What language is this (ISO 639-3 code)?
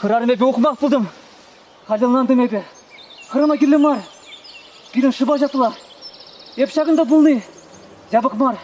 chv